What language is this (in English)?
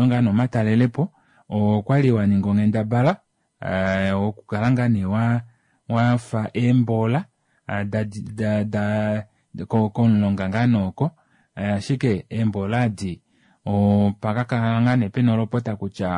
Kuanyama